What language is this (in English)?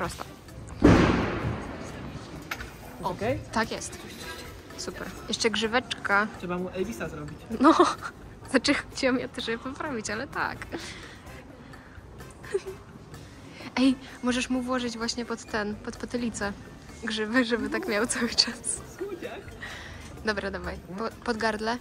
Polish